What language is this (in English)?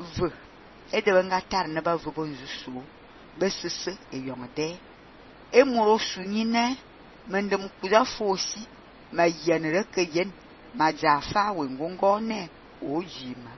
Fang